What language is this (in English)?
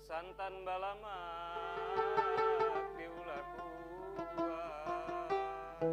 Banjar